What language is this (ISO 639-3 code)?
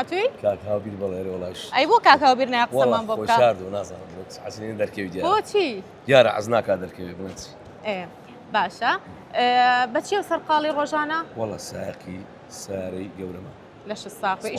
ckb